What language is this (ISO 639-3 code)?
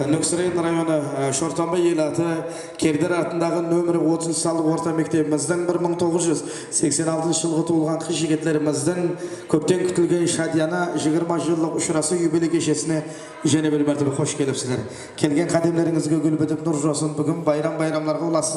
kaa